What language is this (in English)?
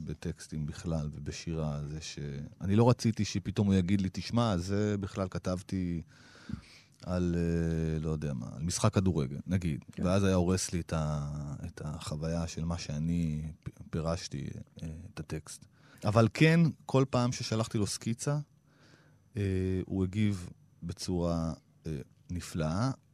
Hebrew